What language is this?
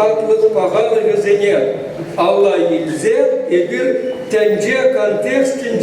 Chuvash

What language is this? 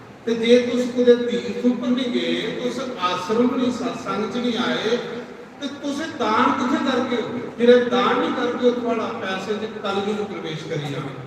Dogri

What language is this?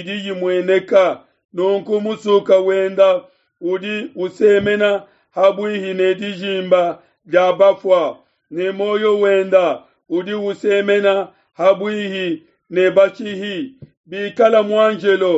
Luba-Lulua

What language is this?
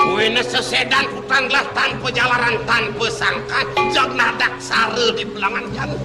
Balinese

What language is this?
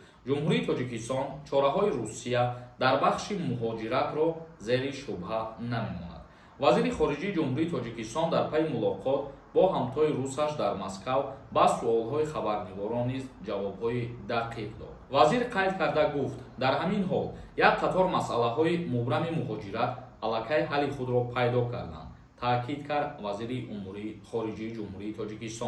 Tajik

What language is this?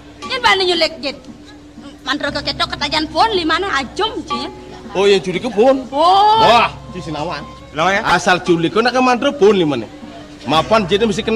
Balinese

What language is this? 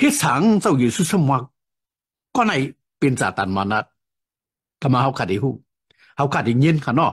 Shan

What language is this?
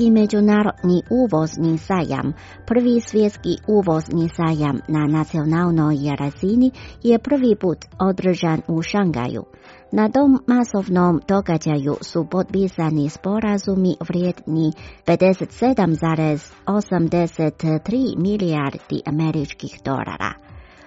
Croatian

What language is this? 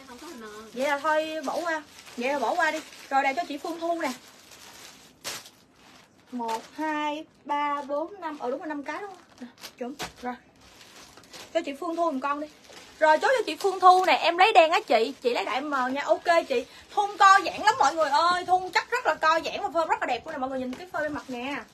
Vietnamese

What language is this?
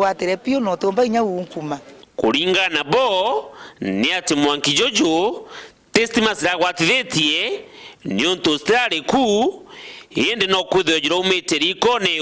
Meru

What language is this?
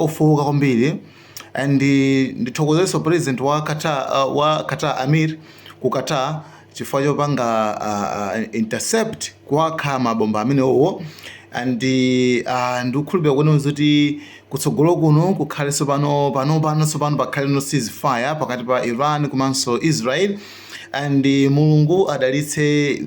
Nyanja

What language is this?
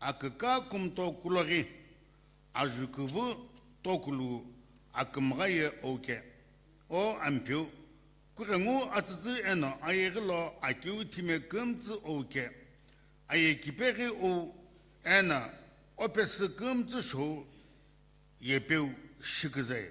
Sumi Naga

